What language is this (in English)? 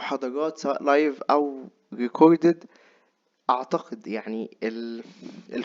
Egyptian Arabic